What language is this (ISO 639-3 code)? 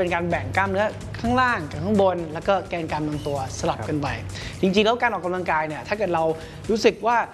tha